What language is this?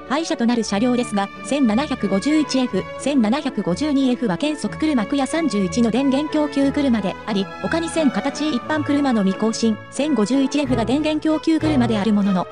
Japanese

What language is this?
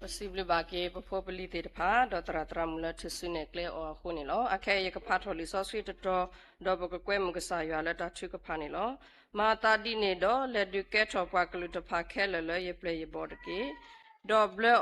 S'gaw Karen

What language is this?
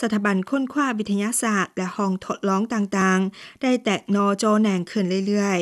Lao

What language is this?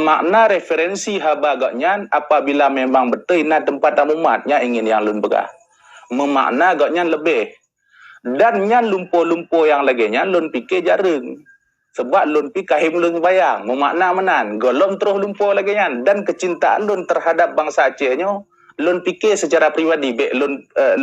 Achinese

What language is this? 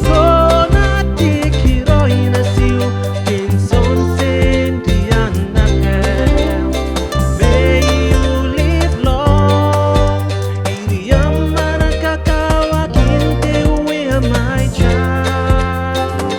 Gilbertese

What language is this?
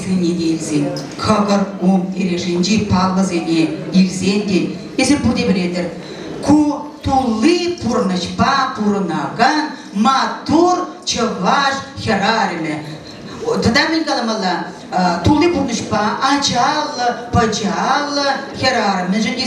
Chuvash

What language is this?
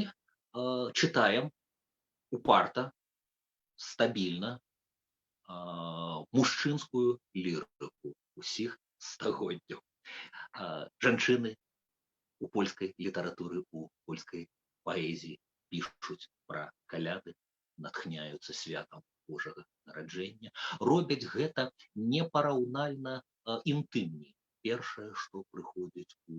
Belarusian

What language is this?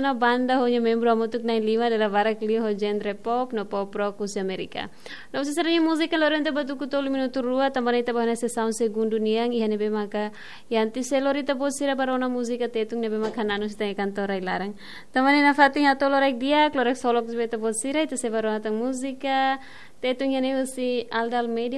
Tetum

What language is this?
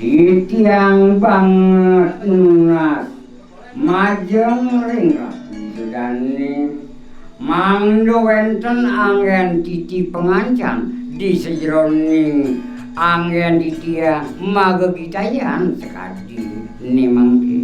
Balinese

